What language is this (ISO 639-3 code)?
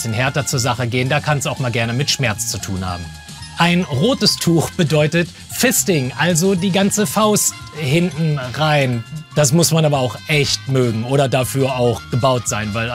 deu